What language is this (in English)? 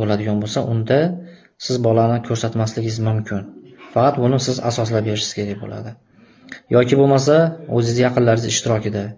Uzbek